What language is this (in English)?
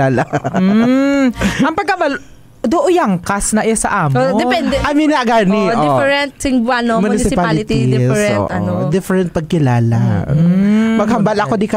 Hiligaynon